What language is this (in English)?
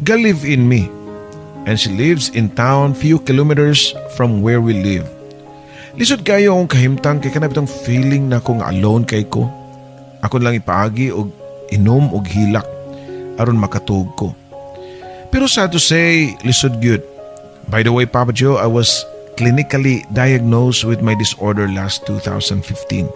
Cebuano